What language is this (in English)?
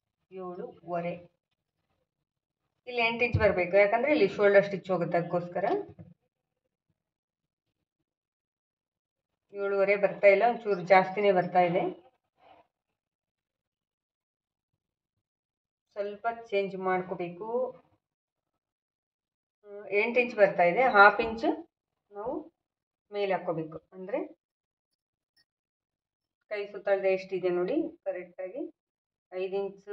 Kannada